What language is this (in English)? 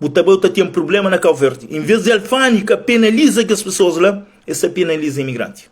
Kabuverdianu